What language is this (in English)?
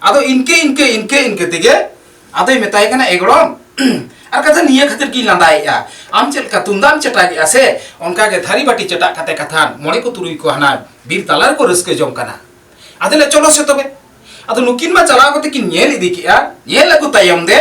Santali